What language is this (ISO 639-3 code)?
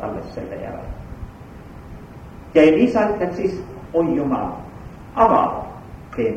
est